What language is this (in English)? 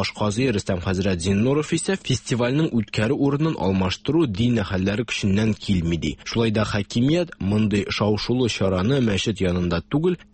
Tatar